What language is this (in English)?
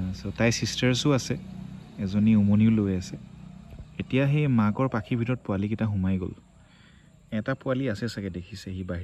Assamese